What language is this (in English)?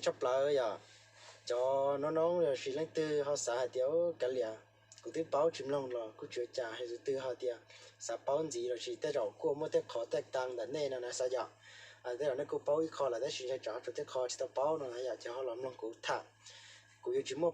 Hmong